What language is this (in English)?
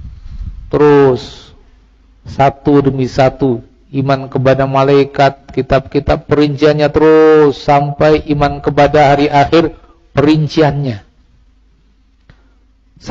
Indonesian